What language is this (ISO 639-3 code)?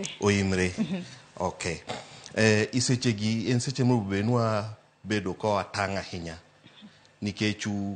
luo